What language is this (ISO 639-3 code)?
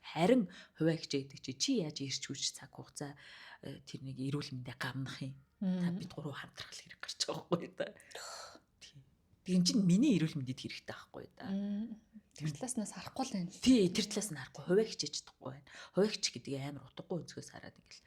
mon